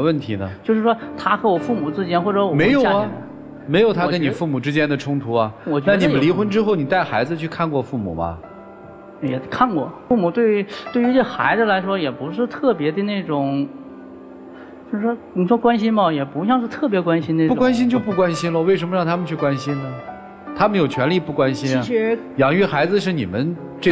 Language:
Chinese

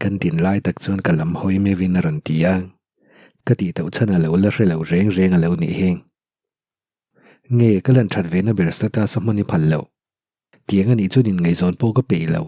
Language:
Mizo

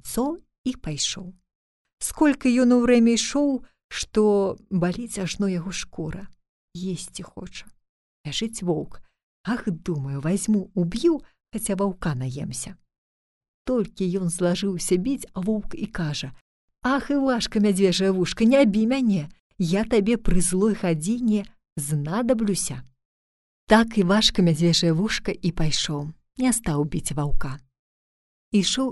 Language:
Belarusian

